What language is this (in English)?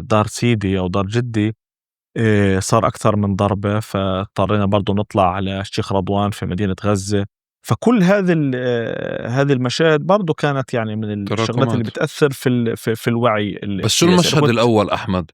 North Levantine Arabic